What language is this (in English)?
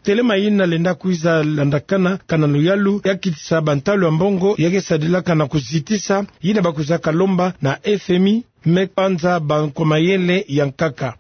Kituba (Democratic Republic of Congo)